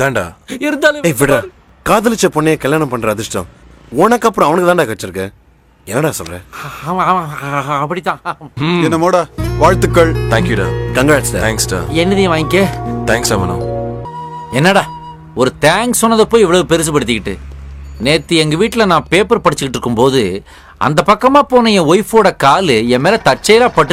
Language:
Tamil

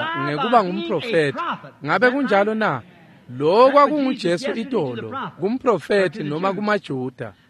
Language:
Swati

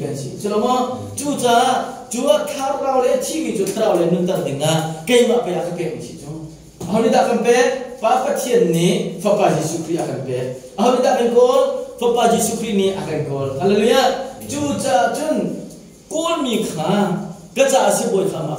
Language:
Hakha Chin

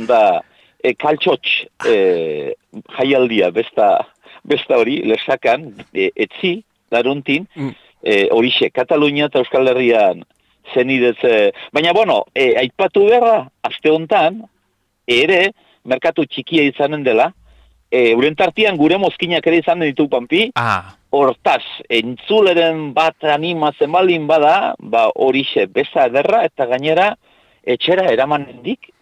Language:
Basque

